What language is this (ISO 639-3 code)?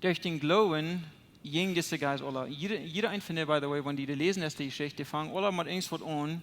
pdt